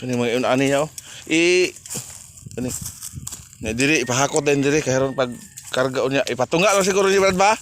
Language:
Cebuano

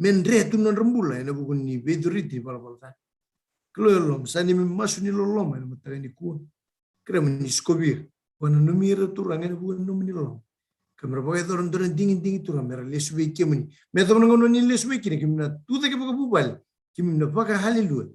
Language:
Fijian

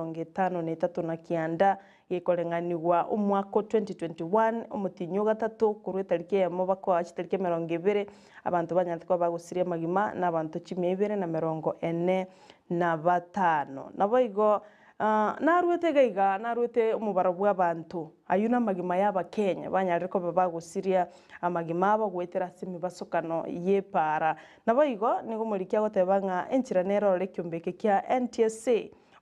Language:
Gusii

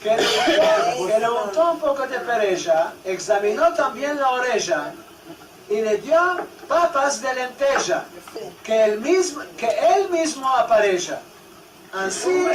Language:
Ladino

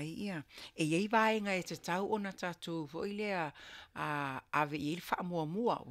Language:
Samoan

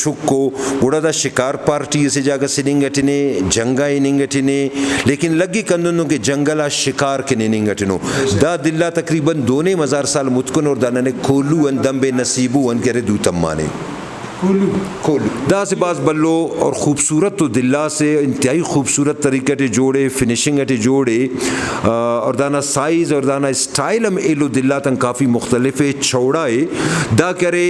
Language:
Brahui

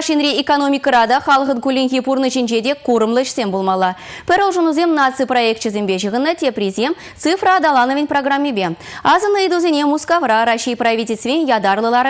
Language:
Chuvash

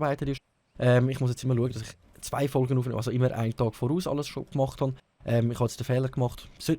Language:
Swiss German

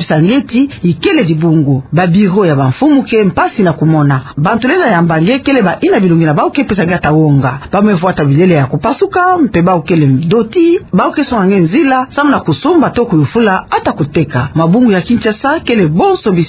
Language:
Kituba (Democratic Republic of Congo)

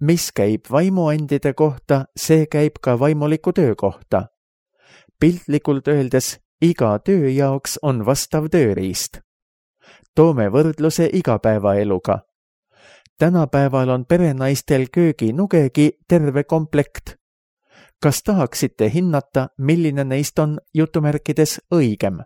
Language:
Estonian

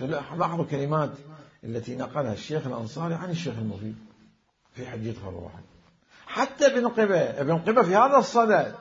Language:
Mesopotamian Arabic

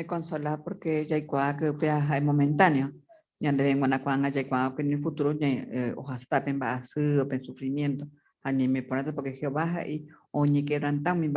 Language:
Guarani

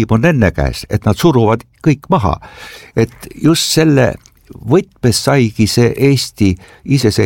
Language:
Estonian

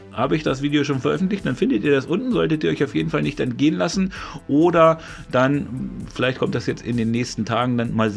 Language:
German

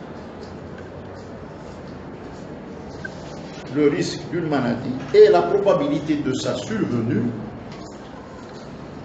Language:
French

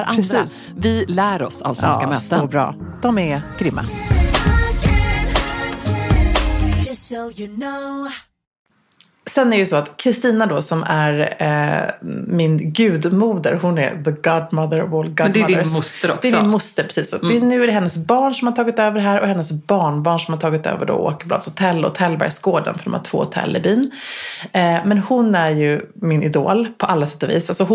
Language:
Swedish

